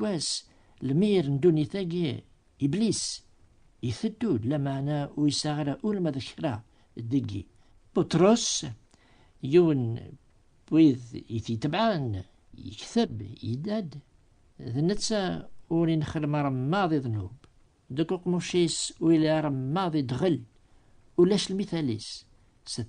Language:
Kabyle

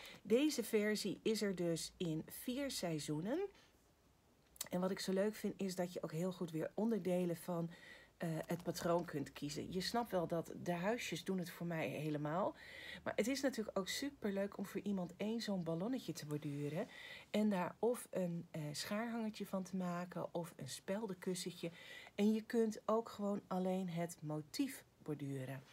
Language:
Dutch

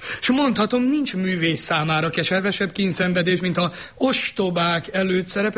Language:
Hungarian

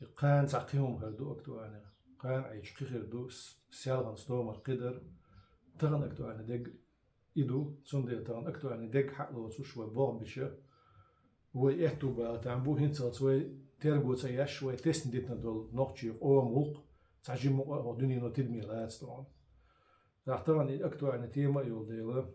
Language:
Chechen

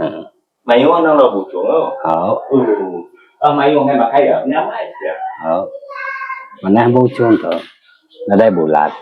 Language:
Iban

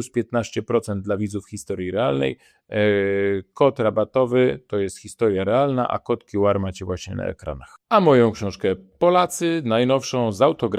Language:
Polish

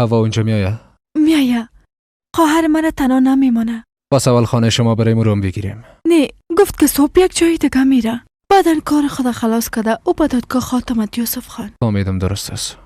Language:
Persian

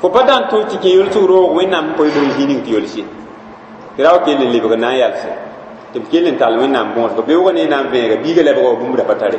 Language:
Mossi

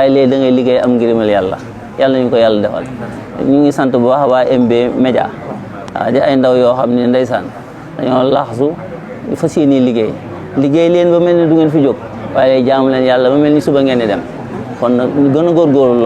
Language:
Wolof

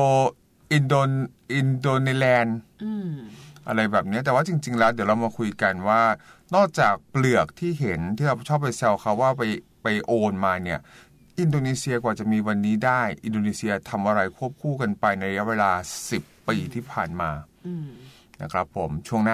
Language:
Thai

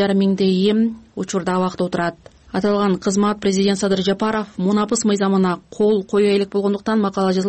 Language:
Kyrgyz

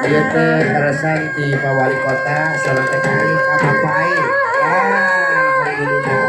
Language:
Sundanese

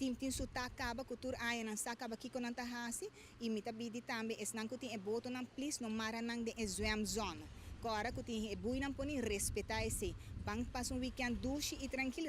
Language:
Papiamento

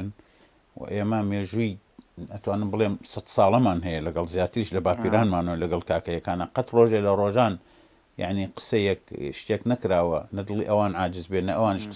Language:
Central Kurdish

